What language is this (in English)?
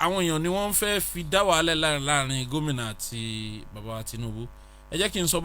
Yoruba